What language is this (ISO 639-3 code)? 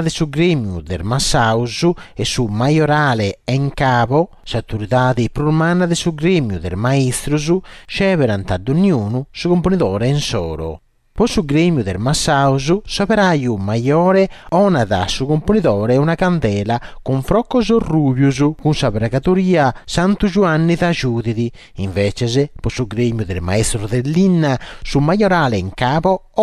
srd